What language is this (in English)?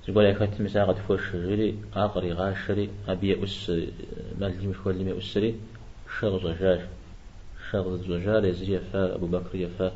Kabardian